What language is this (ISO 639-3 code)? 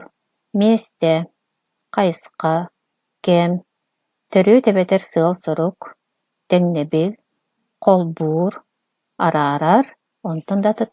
sah